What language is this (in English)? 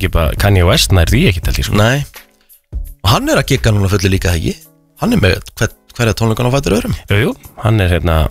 Icelandic